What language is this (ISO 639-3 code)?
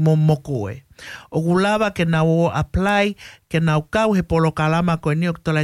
ton